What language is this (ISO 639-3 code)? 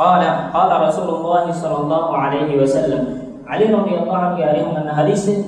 div